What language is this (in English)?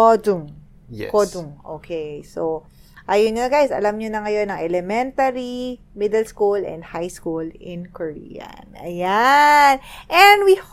Filipino